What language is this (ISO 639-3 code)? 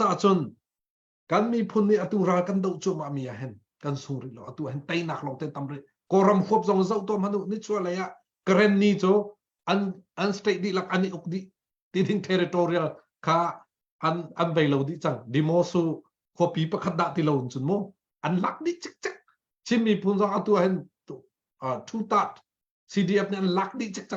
cnh